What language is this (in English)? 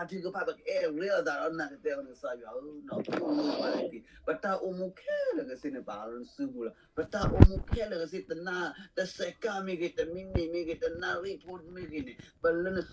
S'gaw Karen